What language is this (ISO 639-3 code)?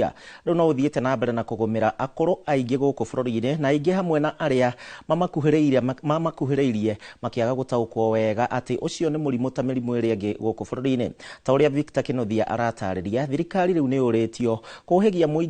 kik